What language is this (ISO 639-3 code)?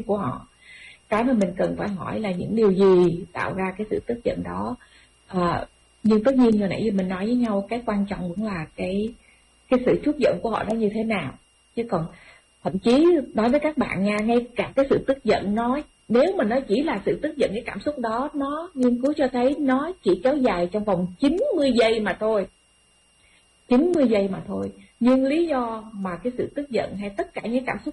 vie